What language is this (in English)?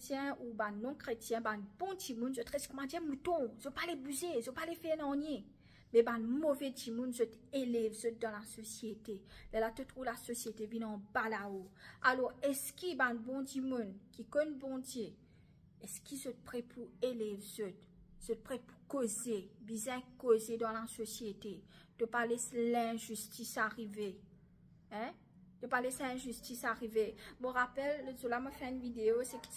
Morisyen